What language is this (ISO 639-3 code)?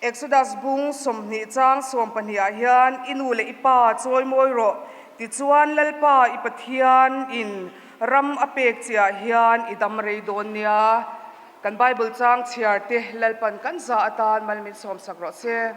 lus